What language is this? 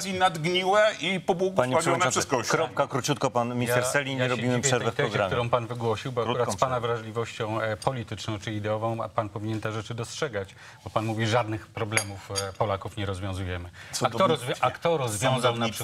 Polish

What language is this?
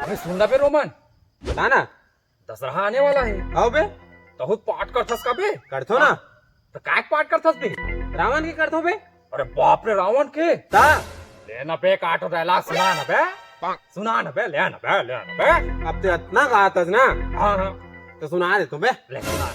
Chhattisgarhi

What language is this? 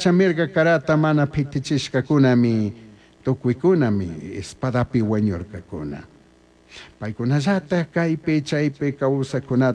Chimborazo Highland Quichua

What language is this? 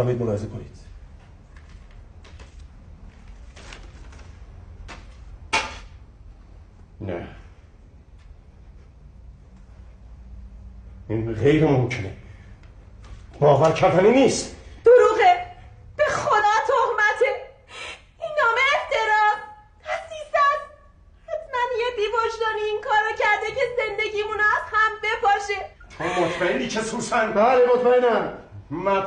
Persian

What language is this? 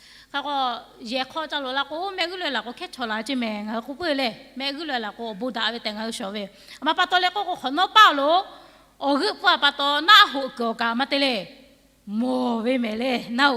Lahu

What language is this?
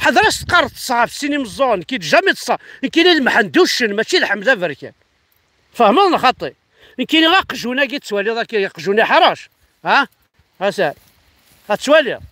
Kabyle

